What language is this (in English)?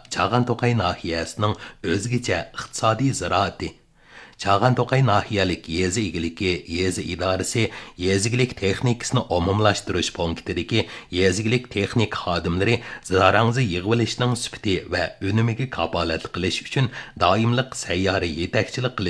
Uyghur